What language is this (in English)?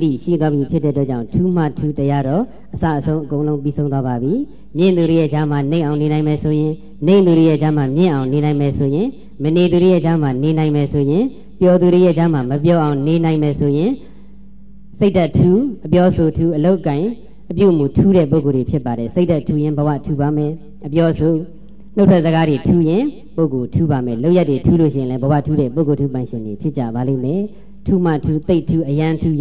Burmese